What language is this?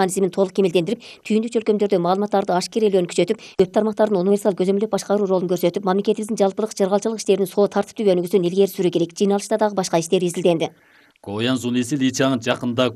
Kyrgyz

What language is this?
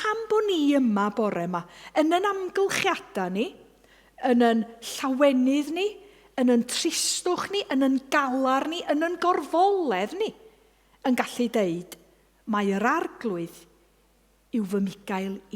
Welsh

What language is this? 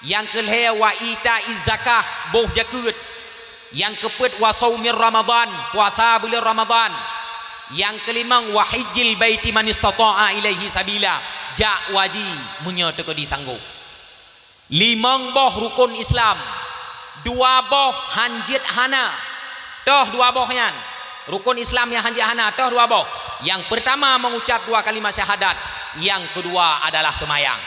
Achinese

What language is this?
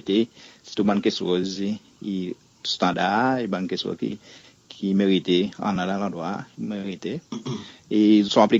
Seselwa Creole French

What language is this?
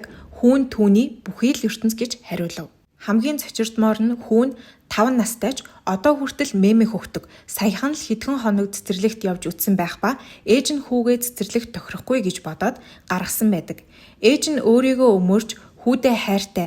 Mongolian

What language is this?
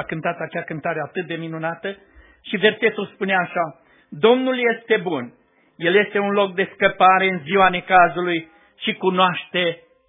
Romanian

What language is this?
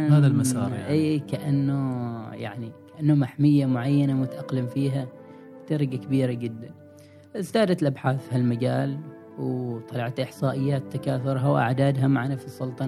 Gulf Arabic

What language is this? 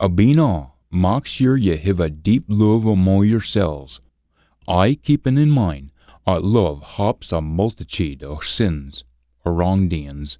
Scots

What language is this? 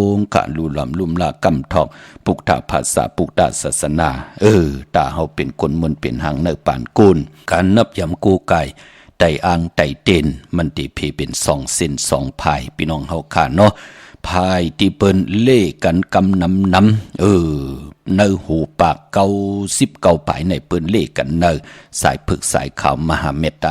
Shan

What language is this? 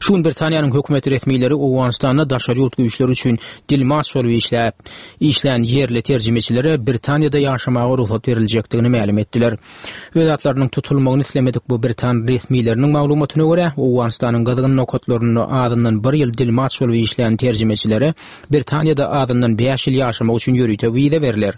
Turkmen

